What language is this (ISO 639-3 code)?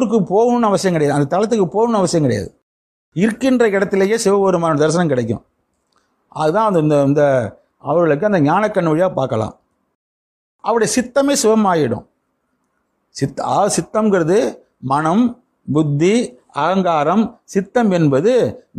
tam